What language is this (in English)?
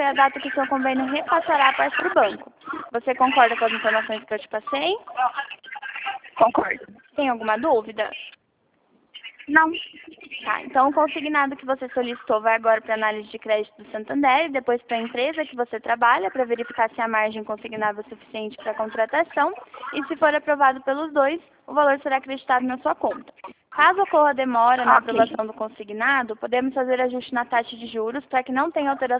Portuguese